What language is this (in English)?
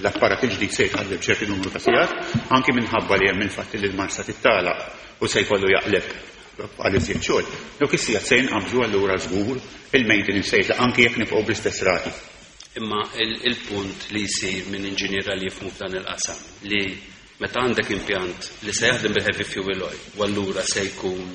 Maltese